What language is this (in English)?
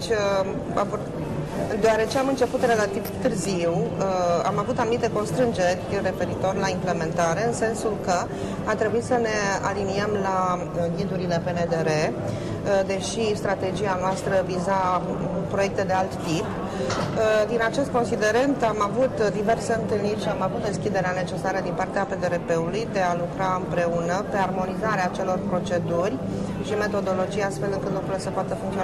Romanian